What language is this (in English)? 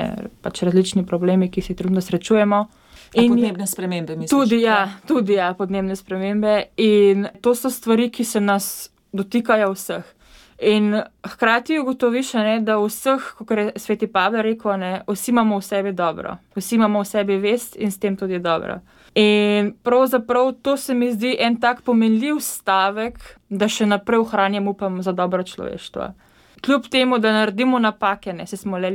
Slovenian